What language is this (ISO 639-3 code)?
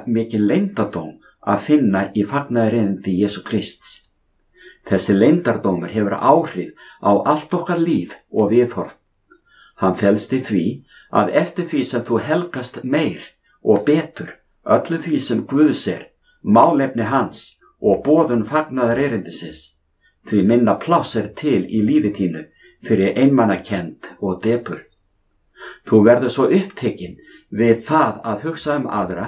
isl